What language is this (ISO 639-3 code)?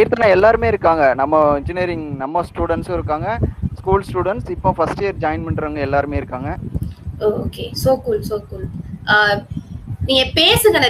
tam